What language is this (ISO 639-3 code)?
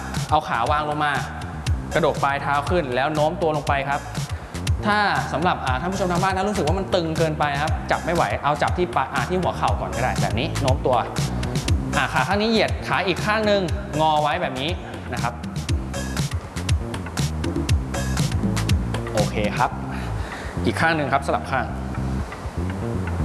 tha